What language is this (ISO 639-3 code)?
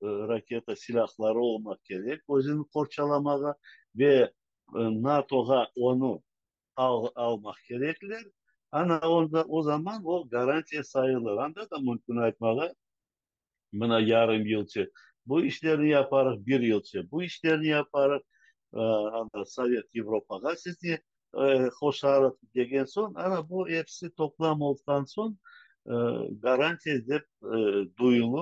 crh